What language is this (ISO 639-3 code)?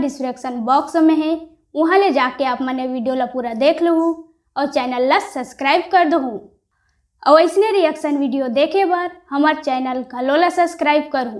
hne